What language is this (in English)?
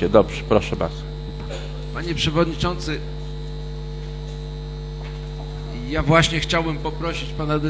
Polish